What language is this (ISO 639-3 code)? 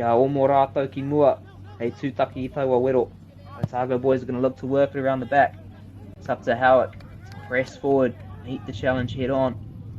mri